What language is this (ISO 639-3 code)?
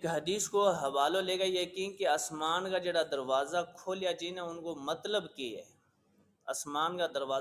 gju